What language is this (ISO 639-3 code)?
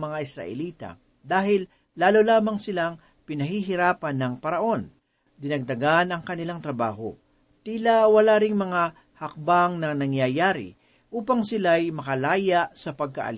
fil